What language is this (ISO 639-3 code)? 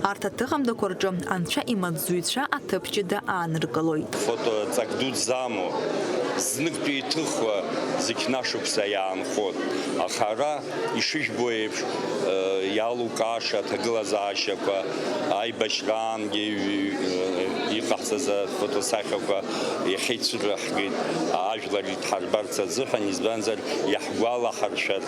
abk